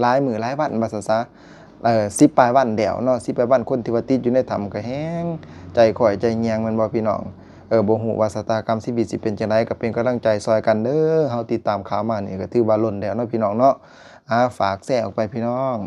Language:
Lao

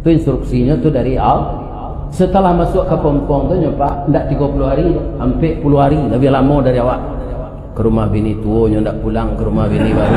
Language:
Minangkabau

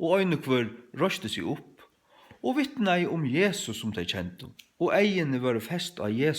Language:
Faroese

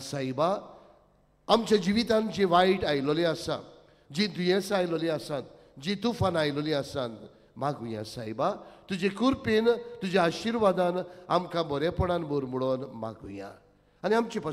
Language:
Konkani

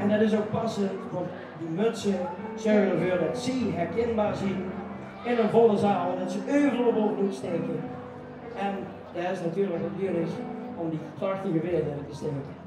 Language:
Limburgish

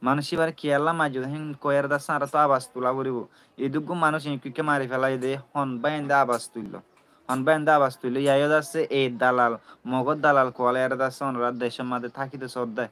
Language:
Rohingya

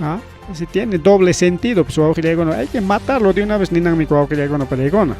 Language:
Ayacucho Quechua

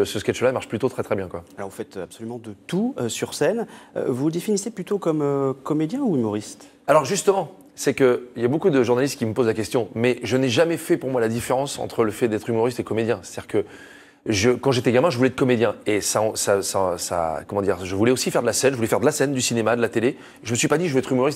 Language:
French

